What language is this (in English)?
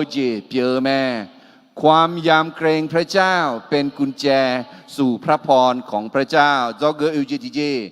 Akha